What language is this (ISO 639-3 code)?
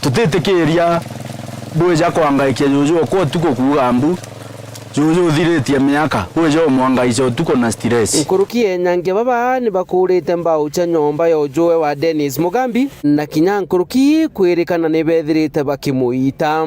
mer